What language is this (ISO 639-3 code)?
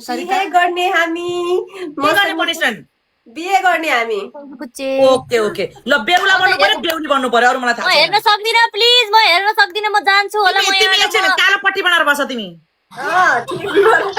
nep